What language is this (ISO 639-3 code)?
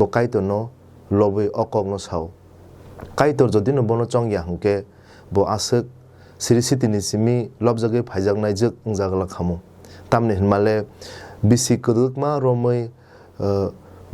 trp